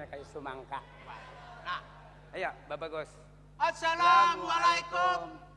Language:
Banjar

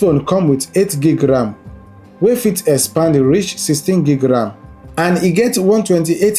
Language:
Nigerian Pidgin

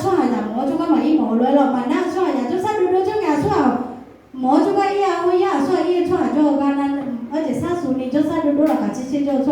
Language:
Akha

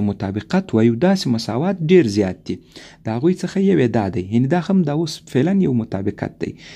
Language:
Pashto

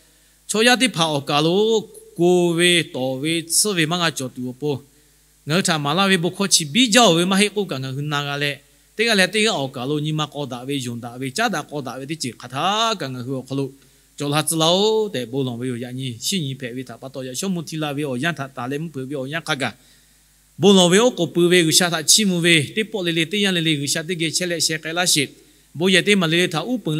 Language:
Lahu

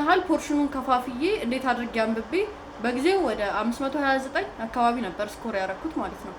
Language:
Amharic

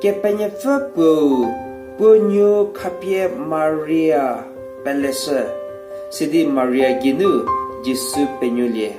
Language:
Angami Naga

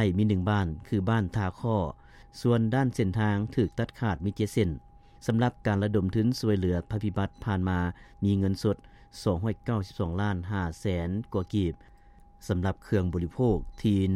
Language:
Lao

